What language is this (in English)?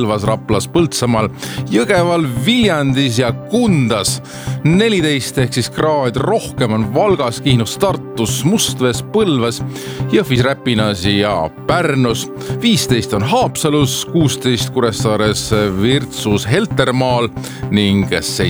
Estonian